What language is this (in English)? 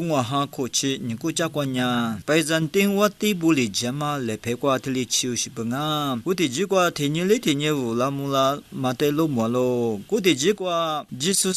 Lisu